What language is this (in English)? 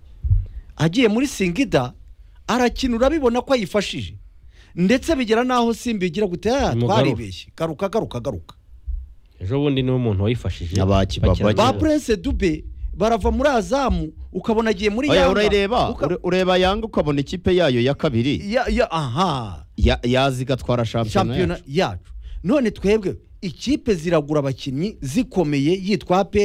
Kinyarwanda